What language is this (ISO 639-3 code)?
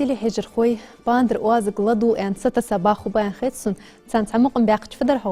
inh